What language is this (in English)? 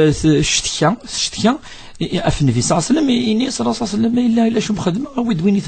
Kabyle